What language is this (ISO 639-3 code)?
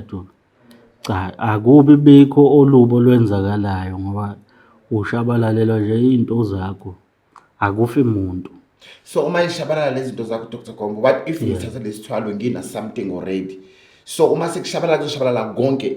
zul